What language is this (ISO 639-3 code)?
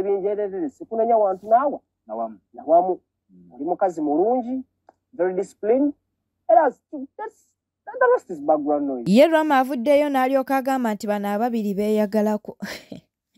lug